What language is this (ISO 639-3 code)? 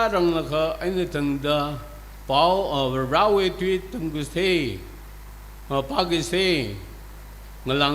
nmf